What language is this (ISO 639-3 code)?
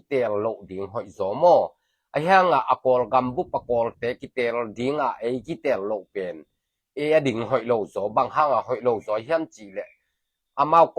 ctd